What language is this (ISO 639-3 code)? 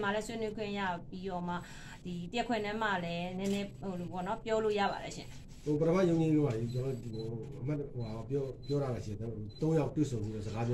mya